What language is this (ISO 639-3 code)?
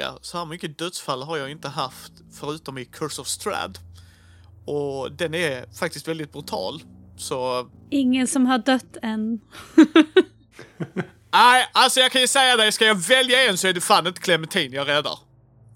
swe